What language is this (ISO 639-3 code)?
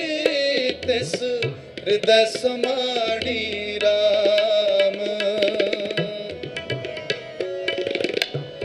pan